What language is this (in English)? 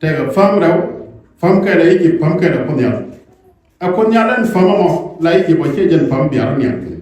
Nuer